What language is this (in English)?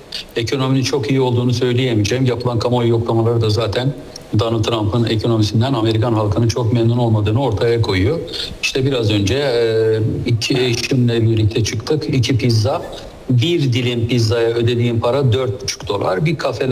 Turkish